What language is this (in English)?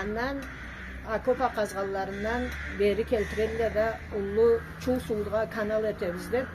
Karachay-Balkar